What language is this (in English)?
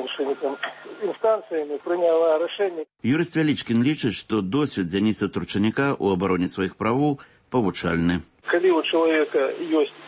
Belarusian